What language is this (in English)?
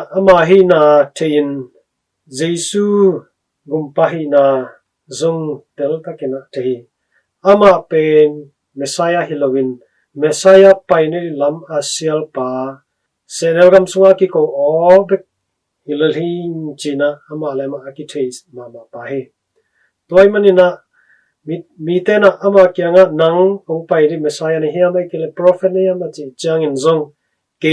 Tedim Chin